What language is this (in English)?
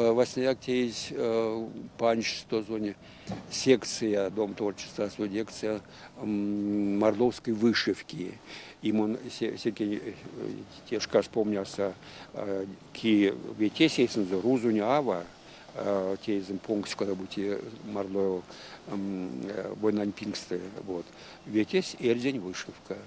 Erzya